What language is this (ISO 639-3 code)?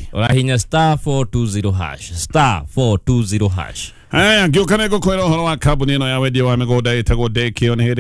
kik